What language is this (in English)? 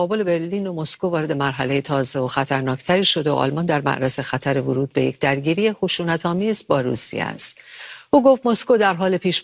Persian